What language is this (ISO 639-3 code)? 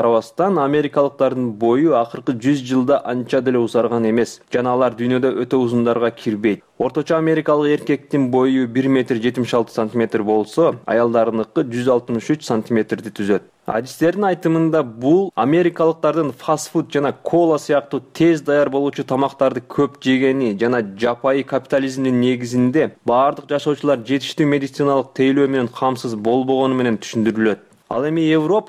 kir